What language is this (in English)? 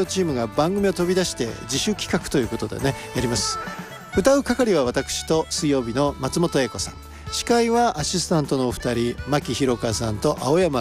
Japanese